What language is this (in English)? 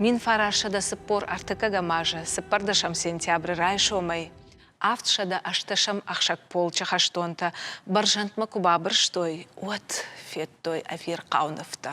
Ossetic